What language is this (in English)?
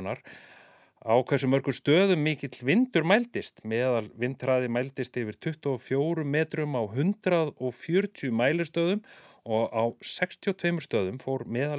Icelandic